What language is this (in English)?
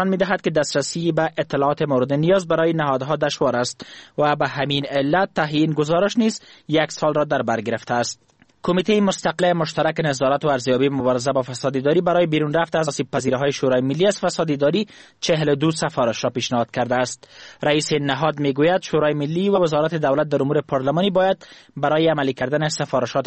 Persian